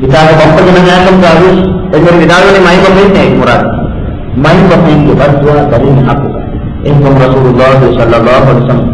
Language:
Divehi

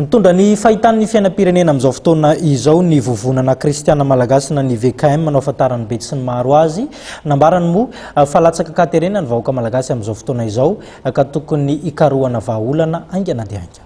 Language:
Malagasy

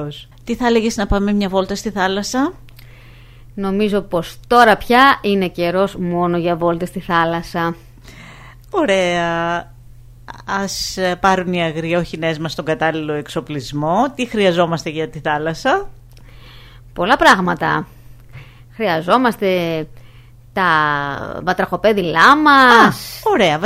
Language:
Greek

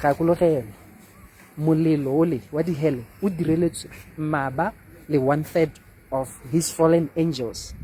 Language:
Tswana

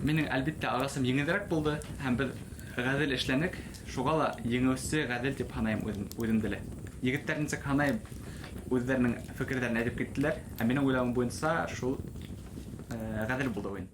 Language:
Bashkir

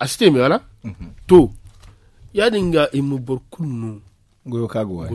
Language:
Zarma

